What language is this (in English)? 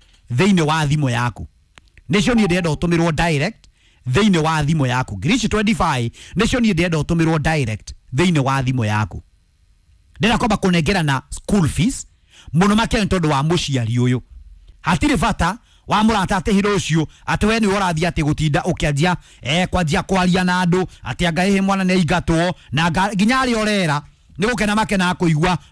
Kikuyu